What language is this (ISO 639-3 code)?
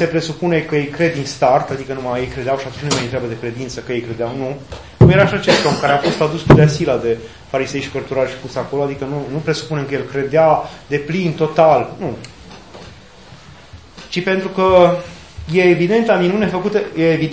ron